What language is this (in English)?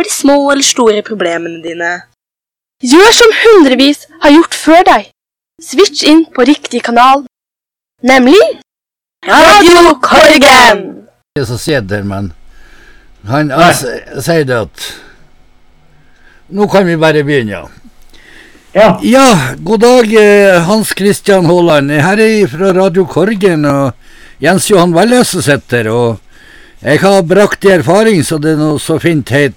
Norwegian